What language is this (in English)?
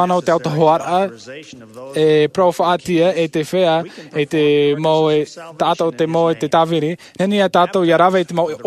Tahitian